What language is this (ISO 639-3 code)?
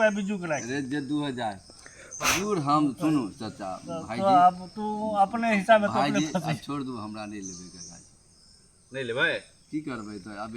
mai